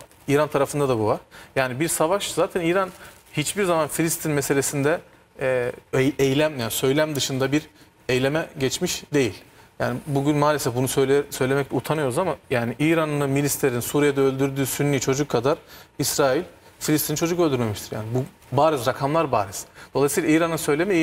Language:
Turkish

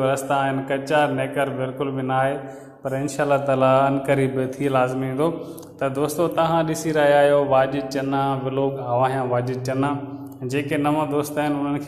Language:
Sindhi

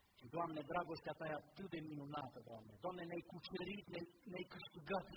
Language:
Romanian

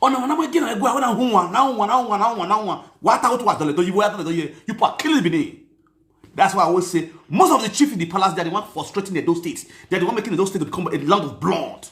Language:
Nigerian Pidgin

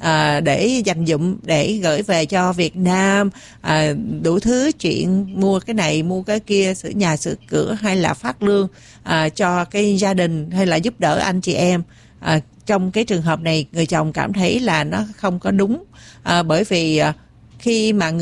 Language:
Vietnamese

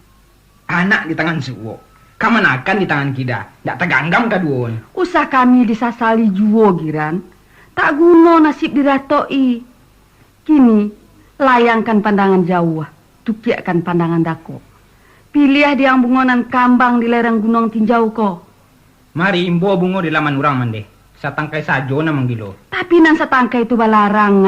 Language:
Minangkabau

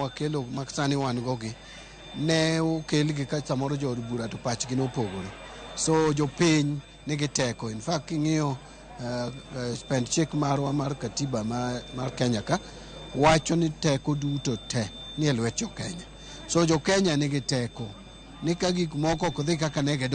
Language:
Luo (Kenya and Tanzania)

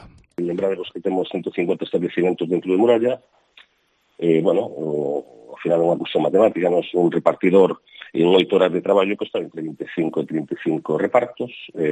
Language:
Galician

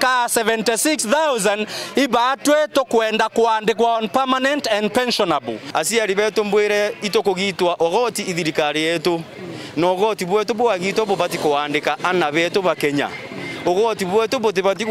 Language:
Meru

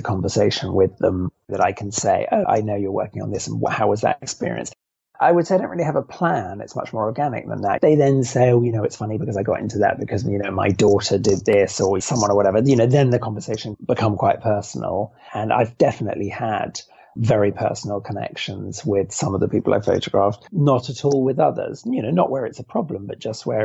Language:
English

